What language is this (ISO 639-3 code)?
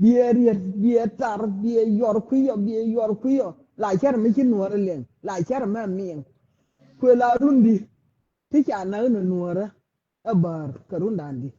nus